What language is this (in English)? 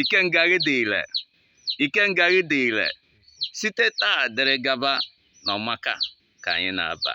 Igbo